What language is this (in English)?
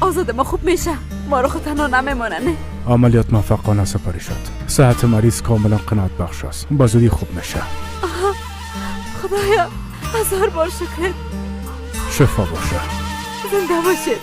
Persian